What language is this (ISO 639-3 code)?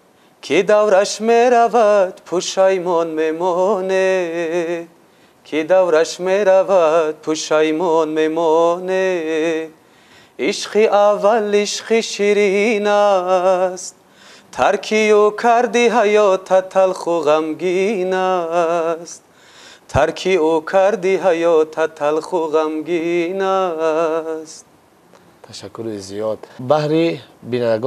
tgk